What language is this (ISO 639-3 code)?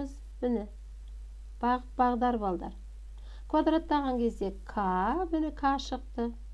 kaz